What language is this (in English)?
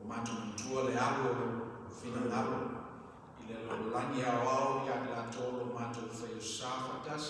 Samoan